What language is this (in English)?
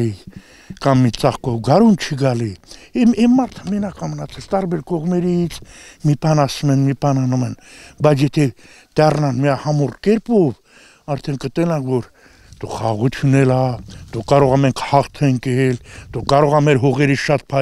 Armenian